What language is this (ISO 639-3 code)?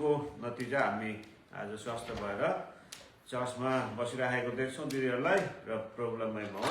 nep